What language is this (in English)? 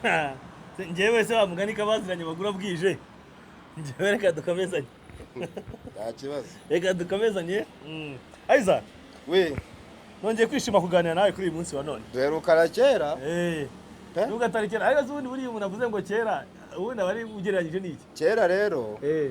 Kinyarwanda